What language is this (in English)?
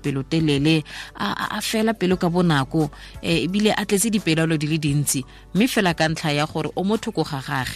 Tswana